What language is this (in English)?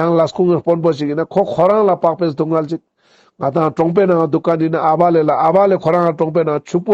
Ladakhi